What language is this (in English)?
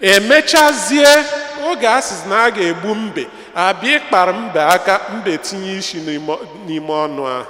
Igbo